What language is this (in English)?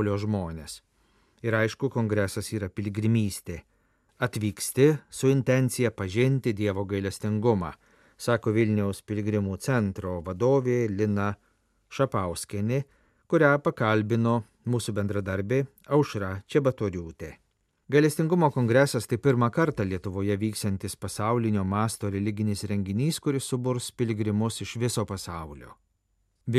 Lithuanian